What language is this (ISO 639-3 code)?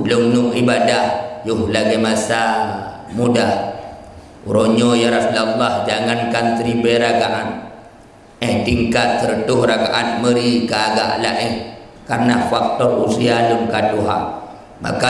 ace